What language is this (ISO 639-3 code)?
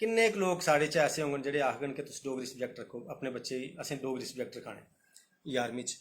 doi